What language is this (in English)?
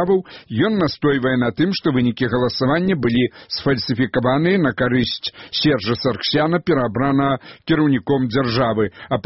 Belarusian